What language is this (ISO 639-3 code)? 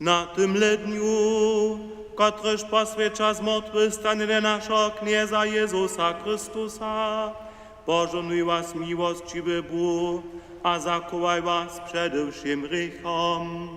hsb